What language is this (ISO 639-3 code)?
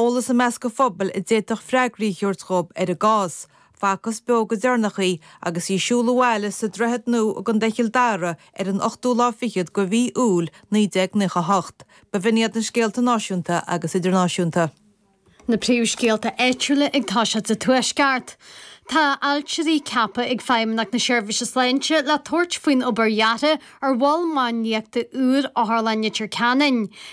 gle